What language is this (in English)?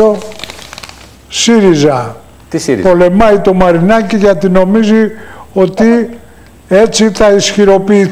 Greek